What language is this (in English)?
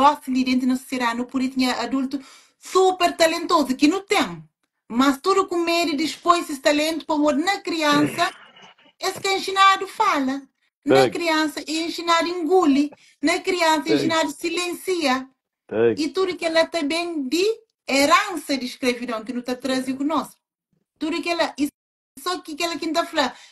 Kabuverdianu